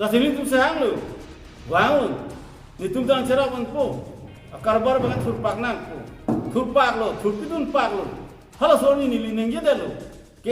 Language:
Karbi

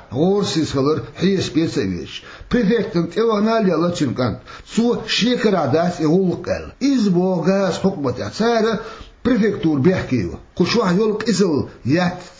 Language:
Chechen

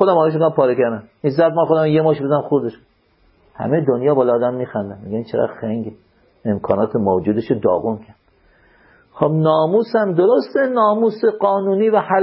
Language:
Persian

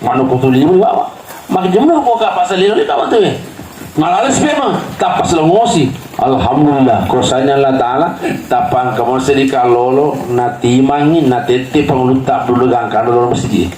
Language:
Buginese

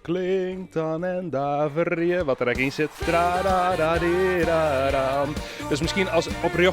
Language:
Western Frisian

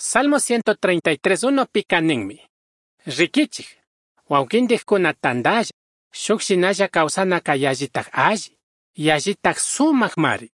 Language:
Chimborazo Highland Quichua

